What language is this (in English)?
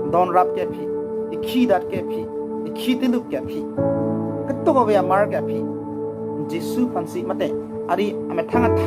Karbi